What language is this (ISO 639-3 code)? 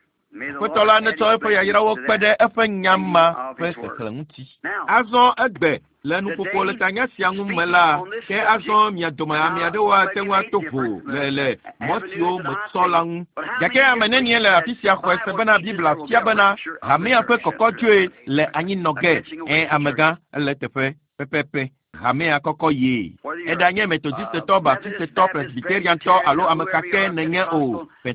ewe